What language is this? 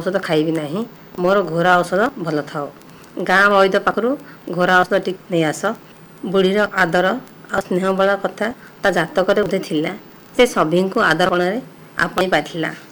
Odia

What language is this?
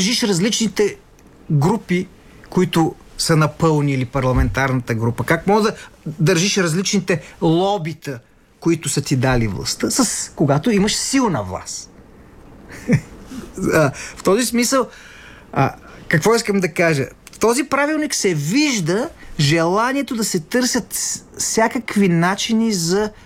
Bulgarian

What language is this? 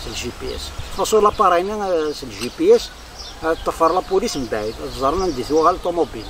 Kabyle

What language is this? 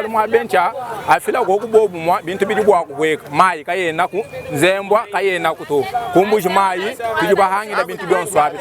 Luba-Lulua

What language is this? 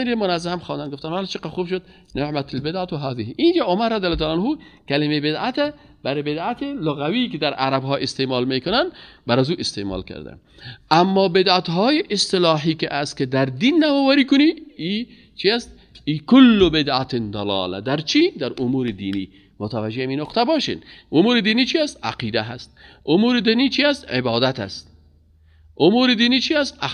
Persian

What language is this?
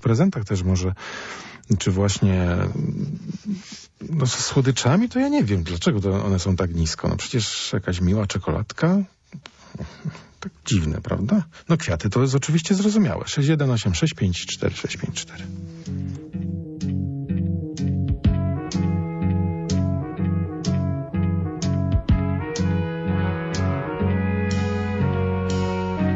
Polish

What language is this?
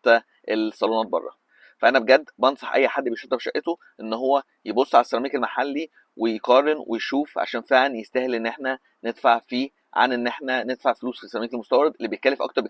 Egyptian Arabic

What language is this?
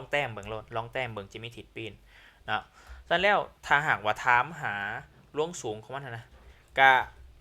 Lao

